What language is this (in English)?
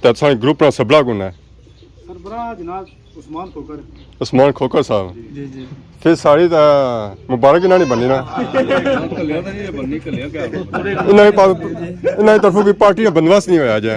Pahari-Potwari